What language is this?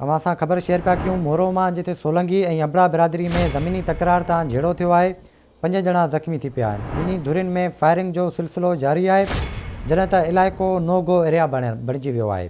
Sindhi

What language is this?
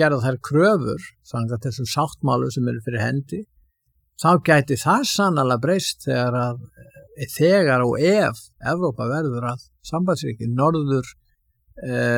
Icelandic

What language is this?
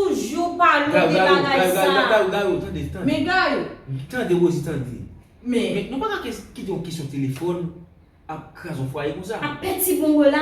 Haitian Creole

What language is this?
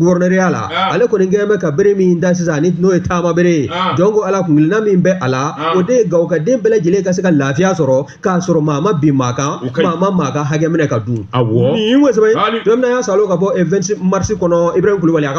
Bambara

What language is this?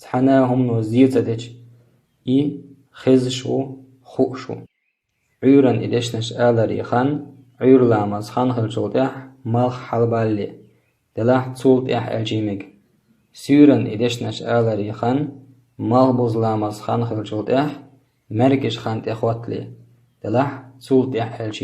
Chechen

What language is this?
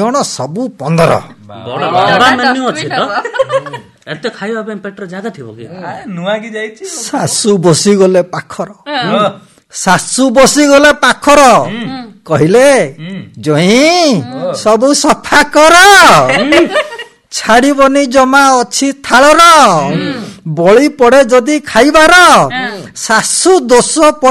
Odia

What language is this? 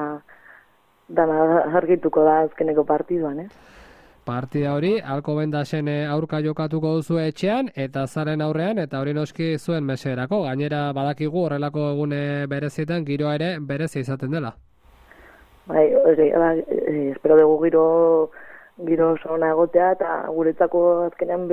Basque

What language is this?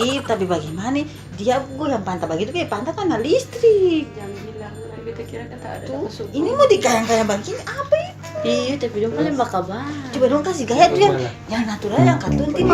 Ambonese Malay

